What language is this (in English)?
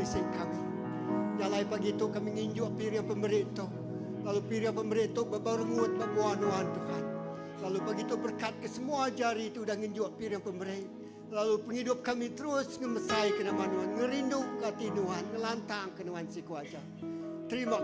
Iban